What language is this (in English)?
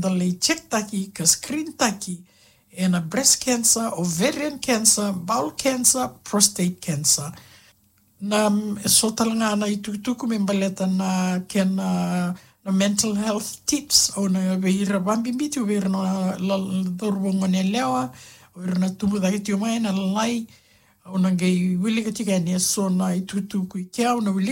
Fijian